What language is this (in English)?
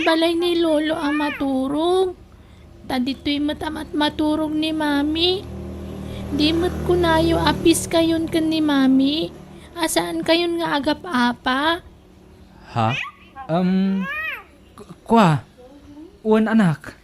Iloko